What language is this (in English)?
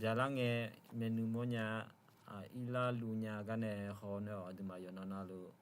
Akha